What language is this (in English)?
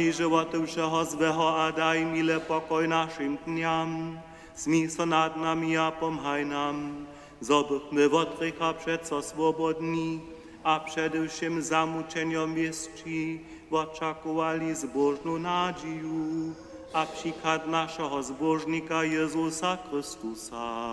Upper Sorbian